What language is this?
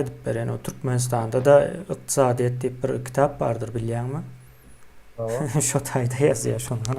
Turkmen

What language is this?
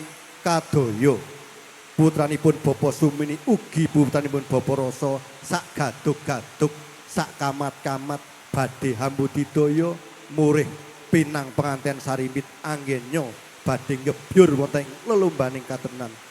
Javanese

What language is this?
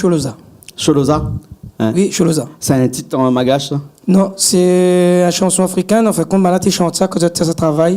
Réunion Creole French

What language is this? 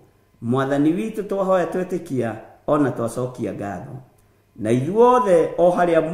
Kikuyu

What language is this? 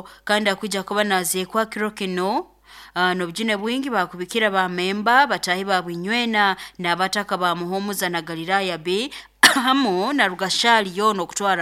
Nyoro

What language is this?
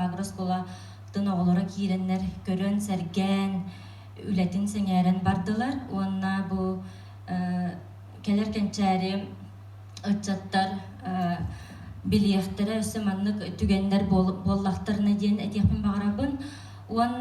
Yakut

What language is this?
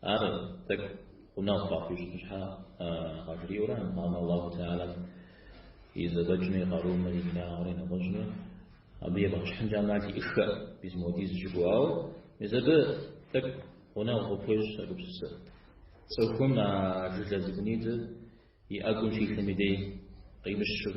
Kabardian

